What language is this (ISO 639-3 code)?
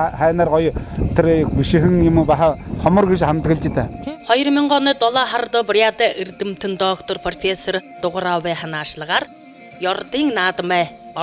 bua